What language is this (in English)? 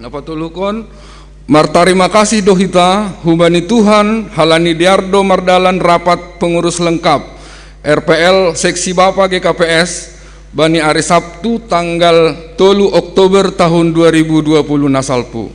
Batak Simalungun